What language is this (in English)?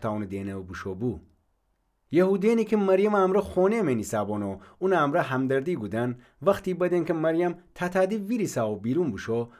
Gilaki